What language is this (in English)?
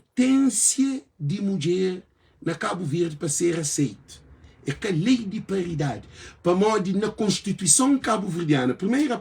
Kabuverdianu